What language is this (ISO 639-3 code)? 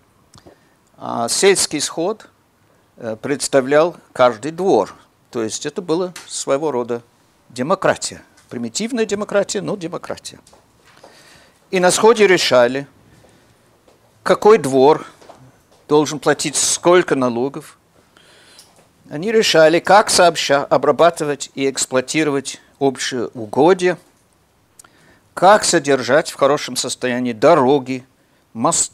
rus